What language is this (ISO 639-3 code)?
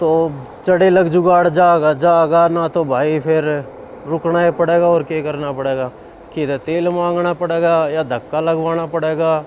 bgc